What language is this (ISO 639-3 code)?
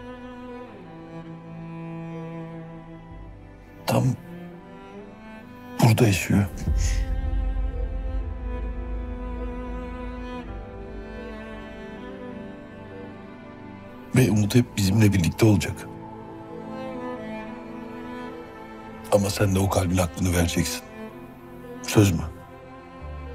tur